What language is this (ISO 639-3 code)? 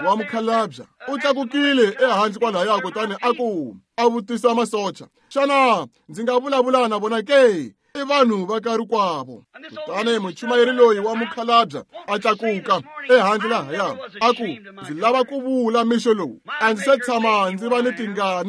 tso